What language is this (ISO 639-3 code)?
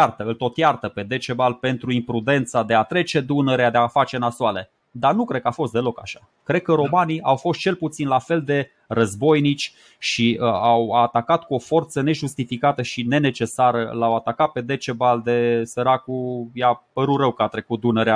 ron